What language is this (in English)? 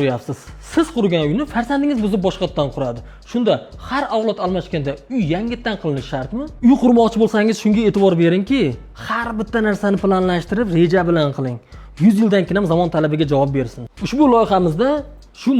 Uzbek